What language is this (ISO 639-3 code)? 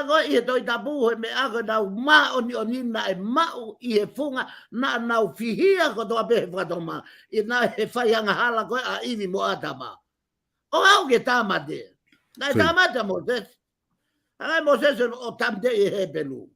ton